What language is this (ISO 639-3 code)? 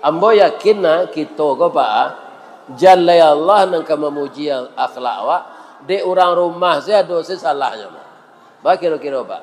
min